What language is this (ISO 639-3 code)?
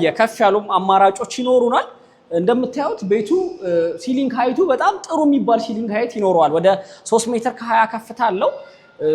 amh